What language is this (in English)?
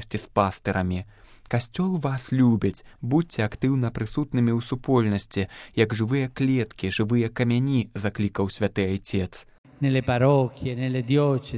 Belarusian